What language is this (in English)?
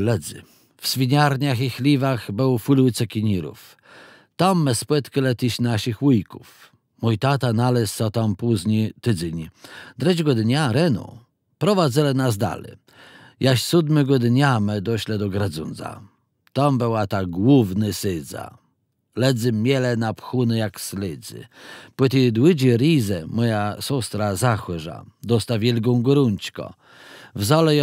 Kashubian